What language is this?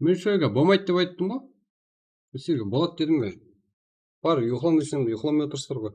Kara-Kalpak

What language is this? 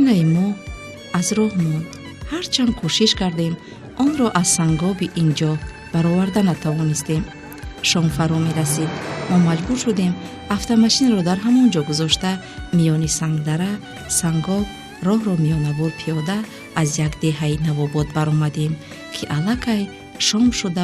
Tajik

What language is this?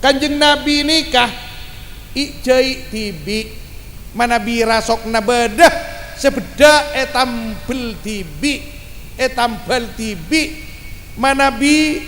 Madurese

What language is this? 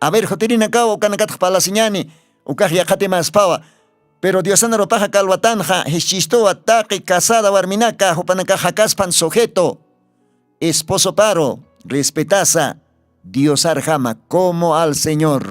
Aymara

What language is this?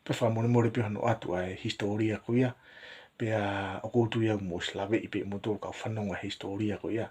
Tongan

